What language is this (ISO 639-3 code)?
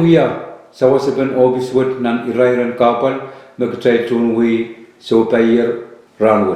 pon